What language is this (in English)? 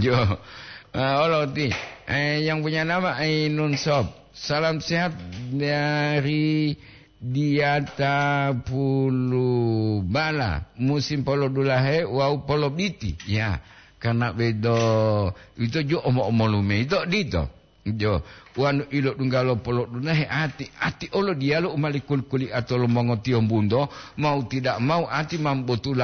Gorontalo